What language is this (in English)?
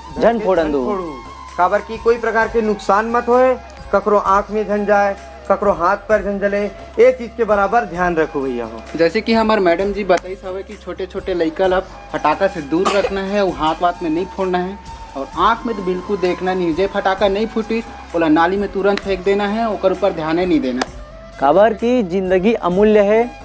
Chhattisgarhi